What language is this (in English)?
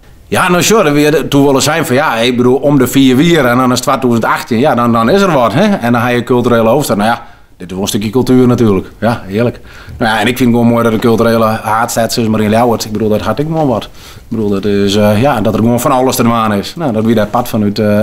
Western Frisian